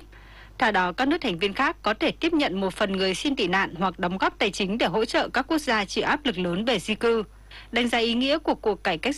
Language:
Vietnamese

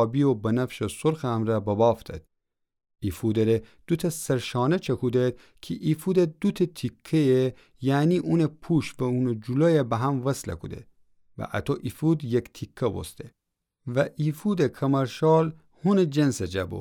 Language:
Gilaki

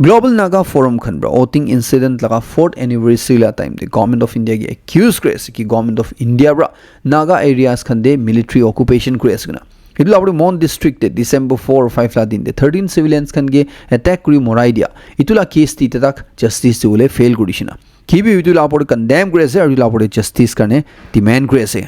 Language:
Naga Pidgin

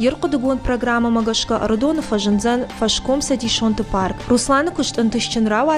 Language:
Ossetic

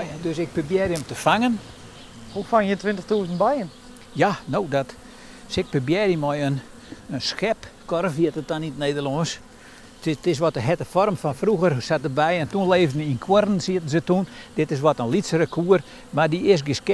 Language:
Western Frisian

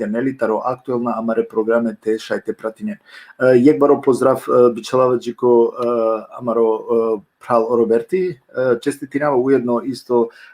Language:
Balkan Romani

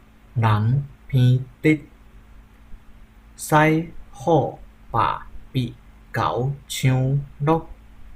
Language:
Min Nan Chinese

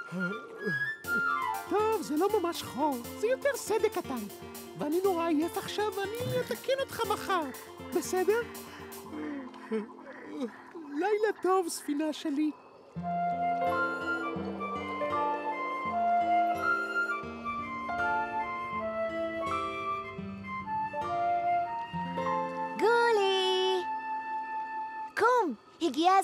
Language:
Hebrew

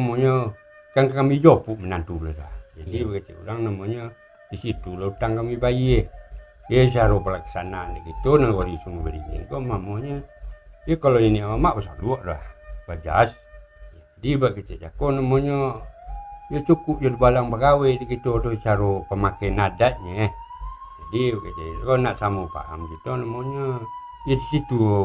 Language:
Minangkabau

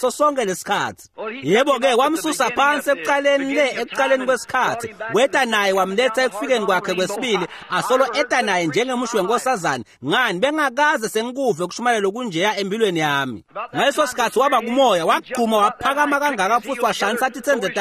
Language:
Swati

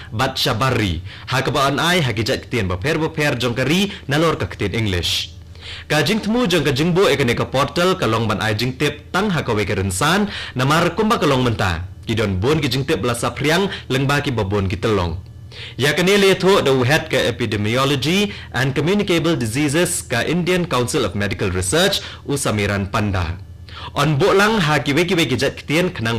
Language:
Khasi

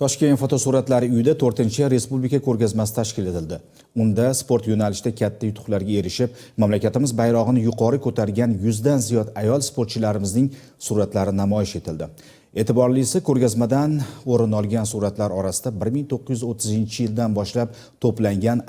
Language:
Uzbek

